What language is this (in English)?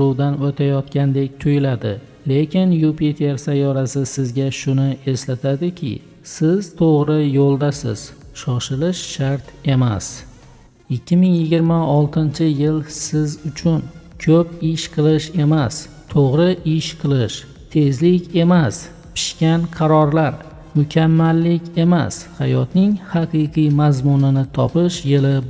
Uzbek